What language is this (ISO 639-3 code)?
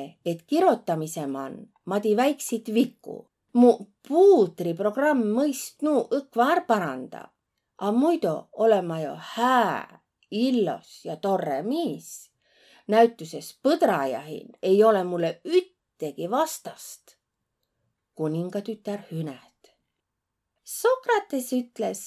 vro